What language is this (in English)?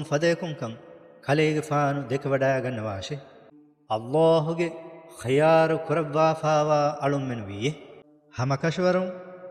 Divehi